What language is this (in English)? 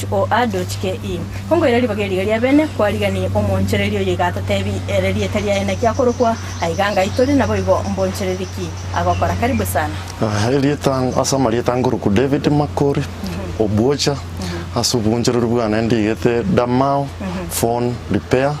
Gusii